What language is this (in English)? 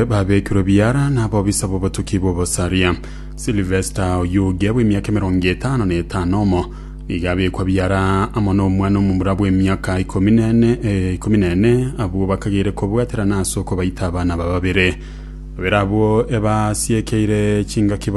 Gusii